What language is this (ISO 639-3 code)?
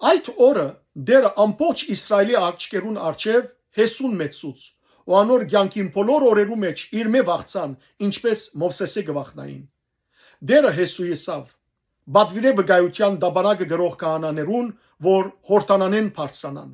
hyw